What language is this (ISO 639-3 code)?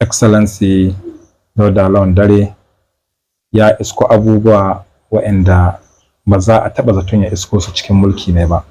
hau